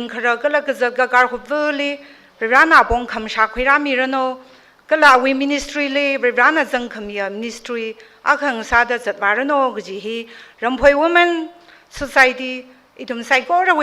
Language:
Tangkhul Naga (India)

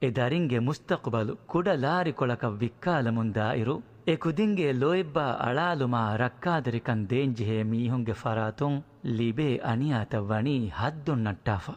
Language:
Divehi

